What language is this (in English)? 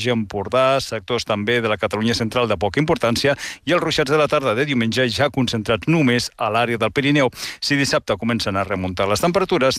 Catalan